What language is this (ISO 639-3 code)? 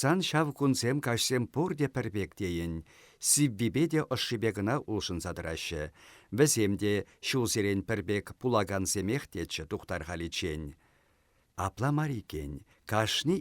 chv